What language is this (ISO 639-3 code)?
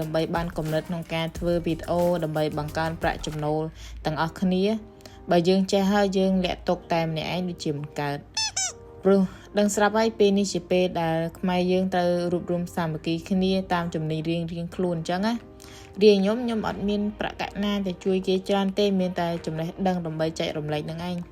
khm